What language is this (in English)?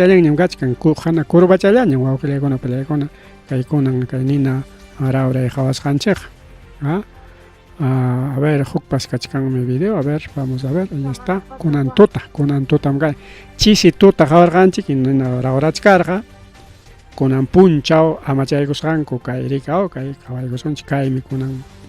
Ayacucho Quechua